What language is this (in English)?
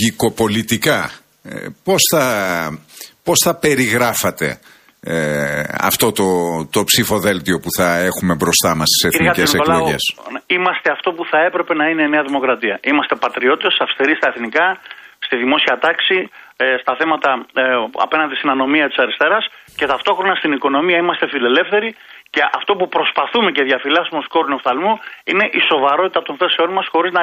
Greek